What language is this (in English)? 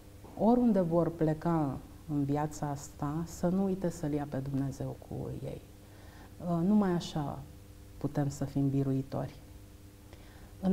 Romanian